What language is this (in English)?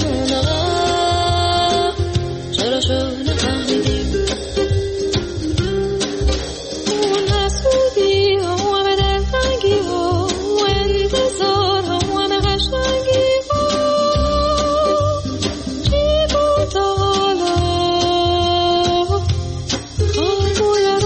Persian